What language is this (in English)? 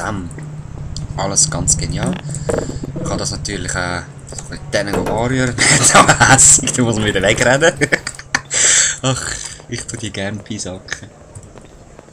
Swiss German